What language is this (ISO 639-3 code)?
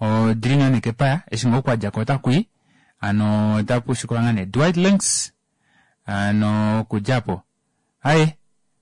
kua